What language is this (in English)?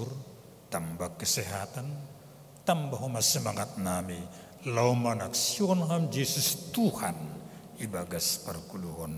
Batak Simalungun